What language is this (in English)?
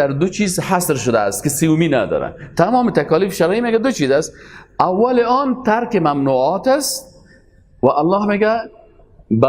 Persian